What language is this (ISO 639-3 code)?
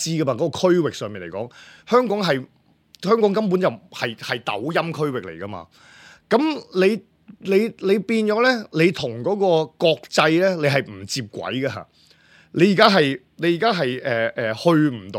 yue